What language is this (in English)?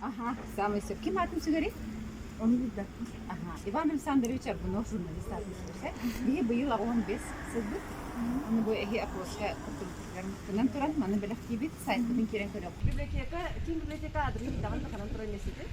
Yakut